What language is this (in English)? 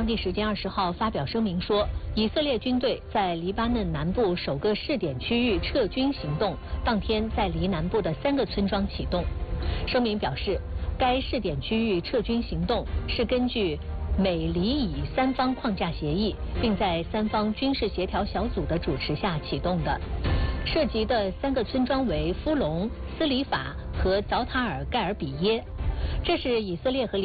Chinese